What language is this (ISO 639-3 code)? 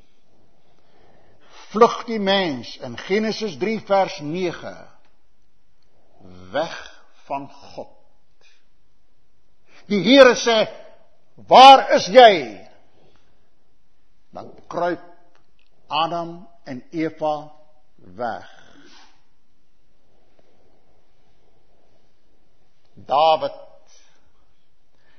afr